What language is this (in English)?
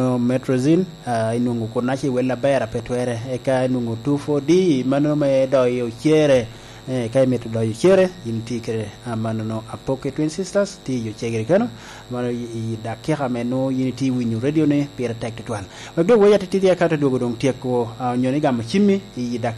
Lango (Uganda)